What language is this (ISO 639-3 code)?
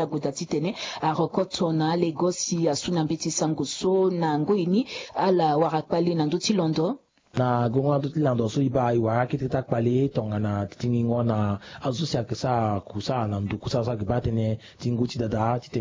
sag